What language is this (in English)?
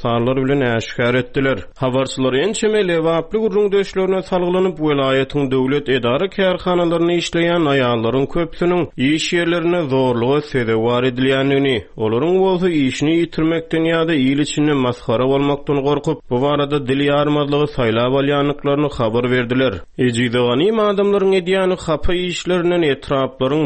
Turkmen